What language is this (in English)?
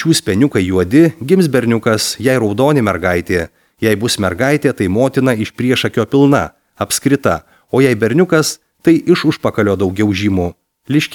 Lithuanian